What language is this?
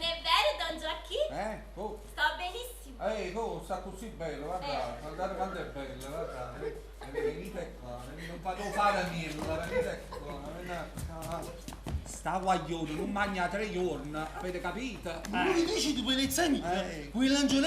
Neapolitan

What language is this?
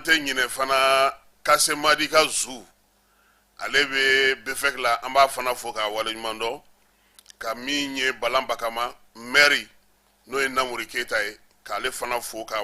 Bambara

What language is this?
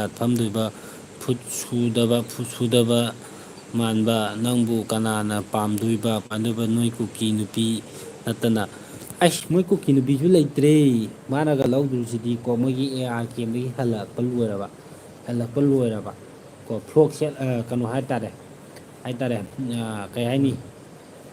Manipuri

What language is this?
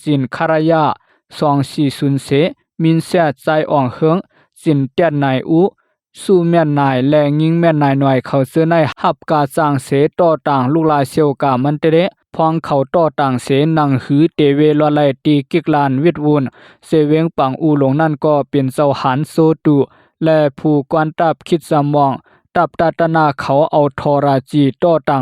Shan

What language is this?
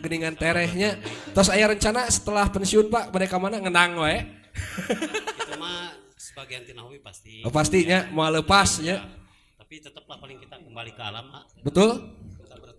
Sundanese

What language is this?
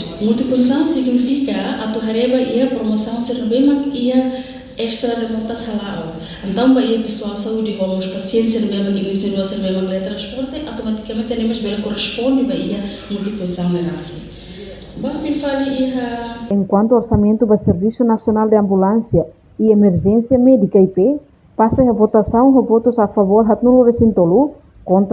Tetum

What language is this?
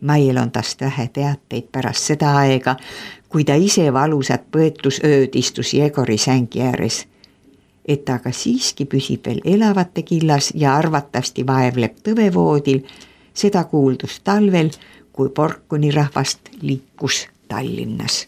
Estonian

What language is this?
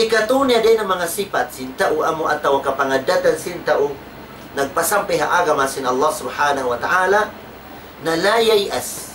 Tausug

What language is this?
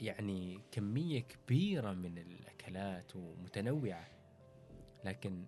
Gulf Arabic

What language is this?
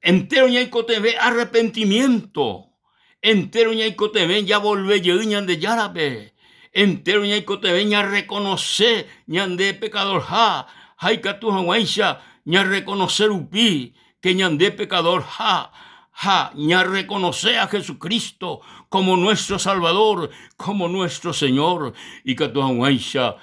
Guarani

